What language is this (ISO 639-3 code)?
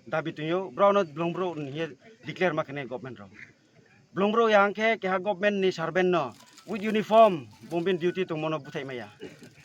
ria